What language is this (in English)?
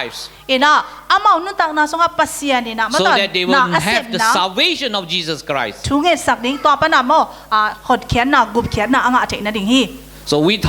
Tedim Chin